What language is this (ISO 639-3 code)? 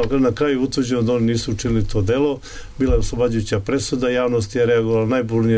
srp